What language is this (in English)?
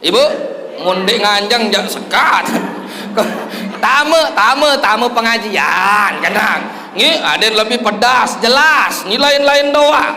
Sasak